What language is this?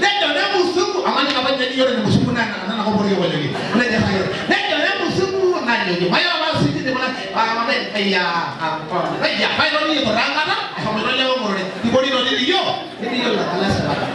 Masai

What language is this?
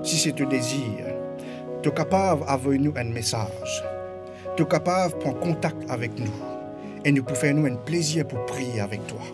Morisyen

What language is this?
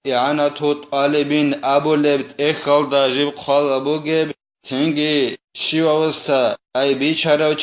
Avaric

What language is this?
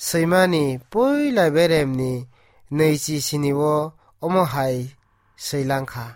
Kok Borok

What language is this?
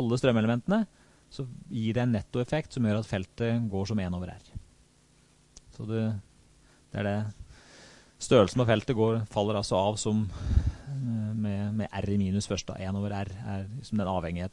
Norwegian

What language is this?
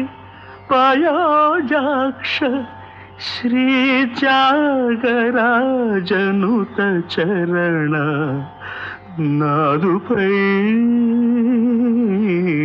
Telugu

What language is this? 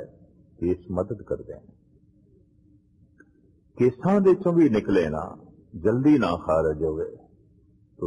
Punjabi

